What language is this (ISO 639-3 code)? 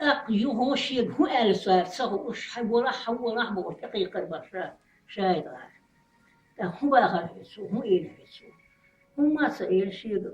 che